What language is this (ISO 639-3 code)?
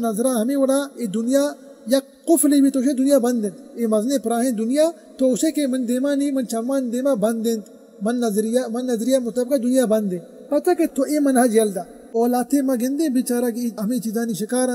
bal